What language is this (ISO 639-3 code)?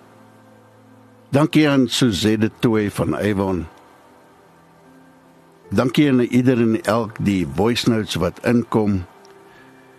afr